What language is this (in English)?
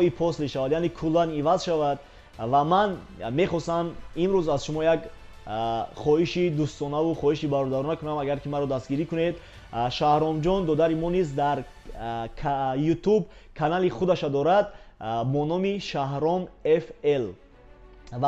Tajik